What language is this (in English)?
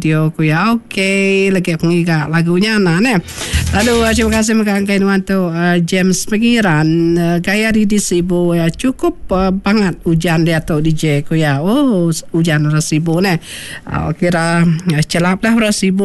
Malay